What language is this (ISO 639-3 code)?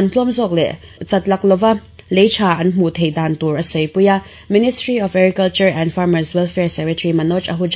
lus